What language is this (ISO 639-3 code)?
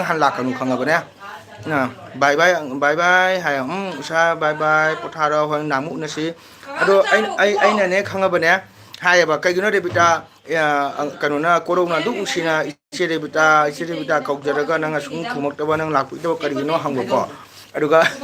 mni